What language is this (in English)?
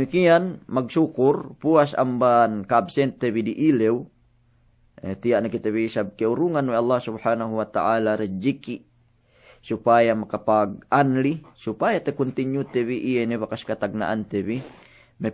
Yakan